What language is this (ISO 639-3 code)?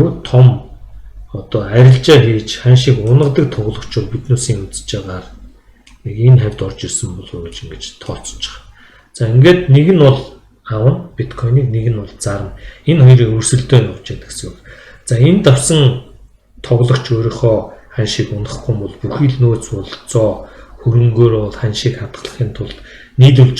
mon